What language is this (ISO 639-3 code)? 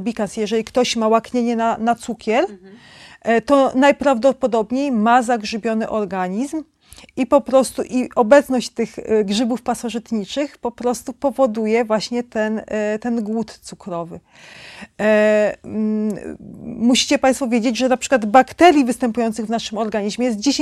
pol